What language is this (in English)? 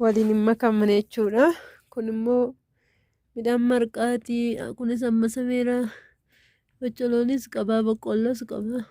Oromo